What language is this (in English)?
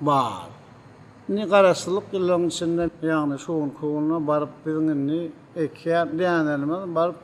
Turkmen